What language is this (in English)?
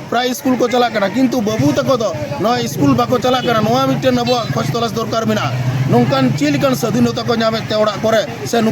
Santali